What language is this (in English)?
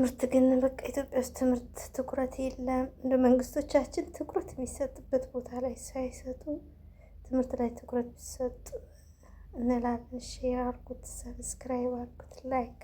Amharic